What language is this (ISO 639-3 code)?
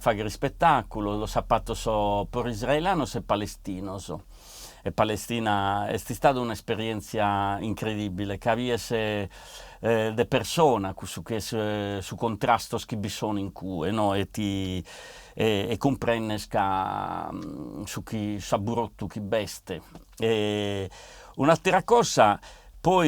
srd